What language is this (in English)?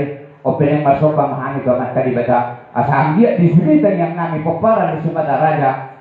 Batak Toba